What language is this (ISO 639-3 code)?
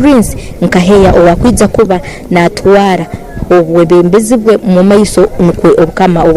ttj